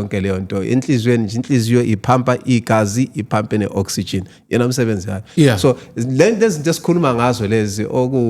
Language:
Zulu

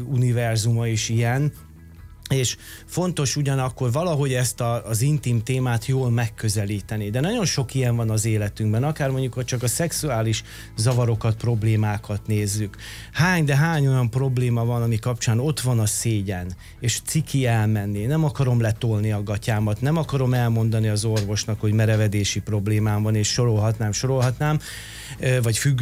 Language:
Hungarian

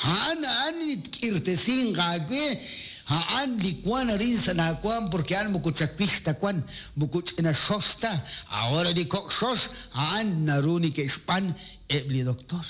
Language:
Kekchí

